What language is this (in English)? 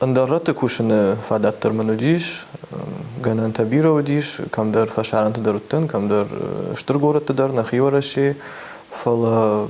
Ossetic